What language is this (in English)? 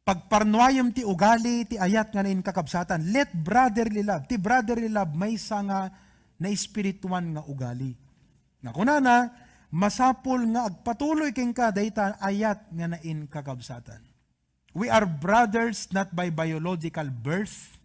Iloko